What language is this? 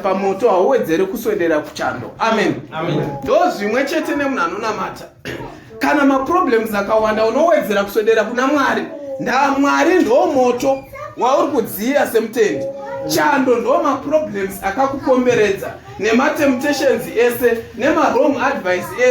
Shona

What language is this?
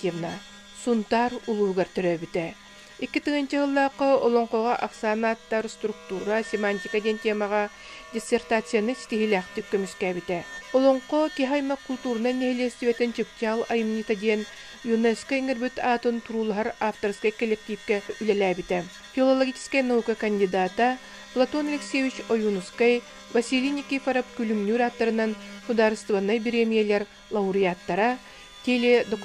Yakut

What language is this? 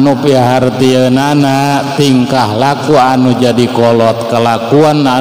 Sundanese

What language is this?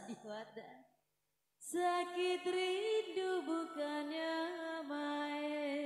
Betawi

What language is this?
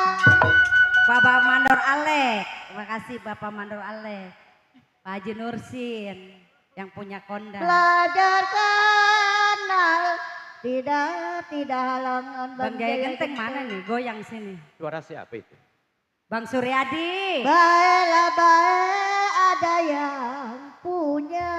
Betawi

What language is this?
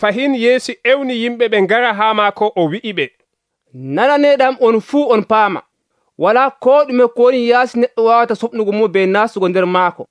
Nigerian Fulfulde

